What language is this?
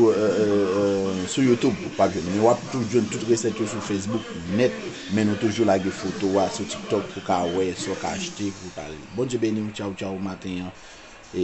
Haitian Creole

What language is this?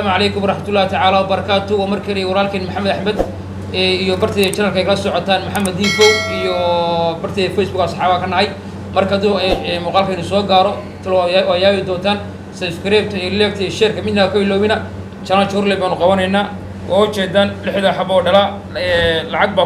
Somali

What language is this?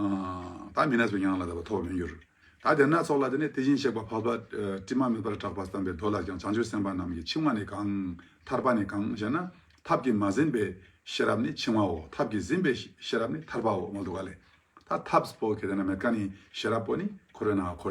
Ladakhi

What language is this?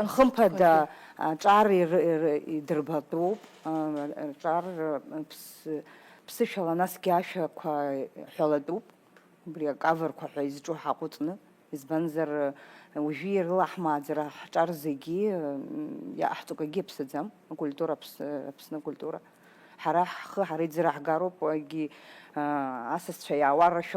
Abkhazian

